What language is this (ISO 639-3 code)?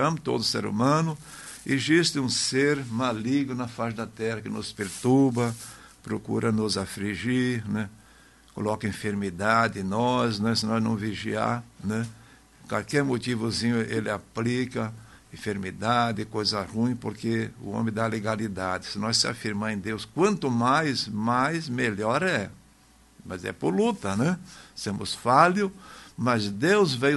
por